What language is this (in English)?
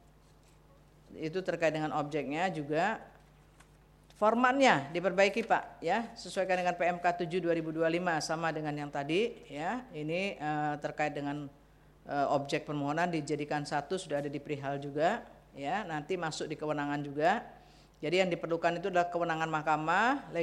Indonesian